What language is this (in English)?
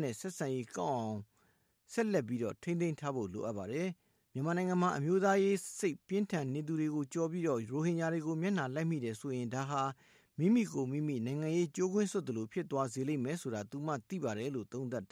Burmese